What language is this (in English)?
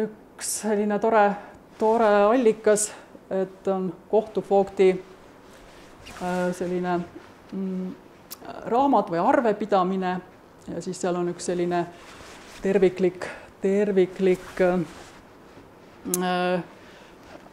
Estonian